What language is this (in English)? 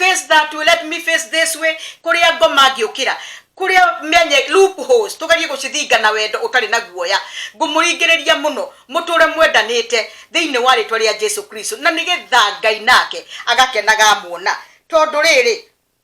Kikuyu